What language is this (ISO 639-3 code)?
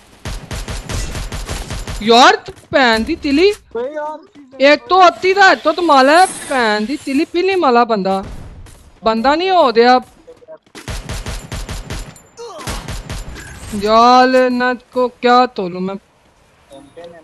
hin